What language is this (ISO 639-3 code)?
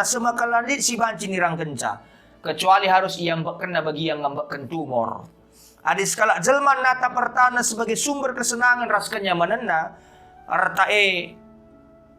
btx